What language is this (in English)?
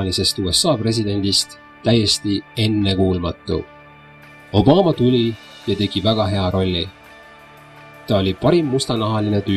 Estonian